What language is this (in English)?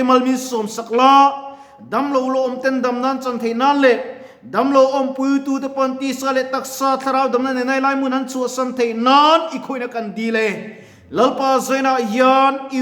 Mizo